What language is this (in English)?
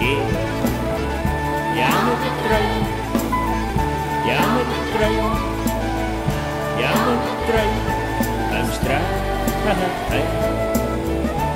Icelandic